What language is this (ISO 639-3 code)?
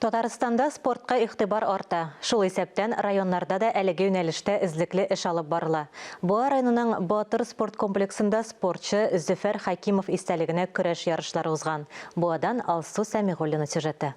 tat